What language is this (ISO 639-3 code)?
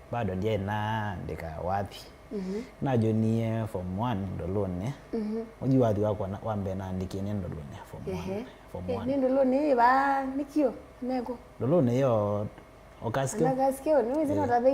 kam